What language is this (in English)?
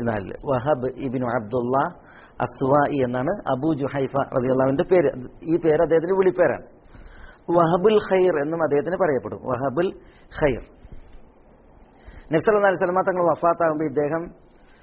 Malayalam